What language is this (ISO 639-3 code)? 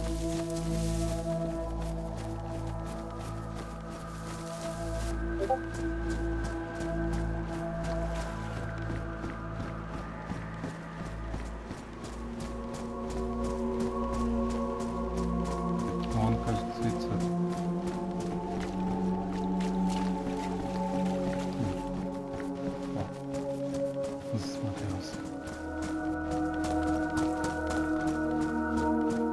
rus